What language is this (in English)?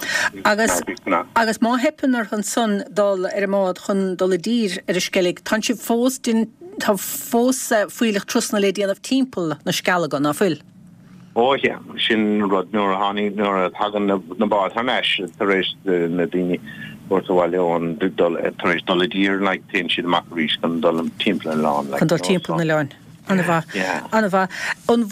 Irish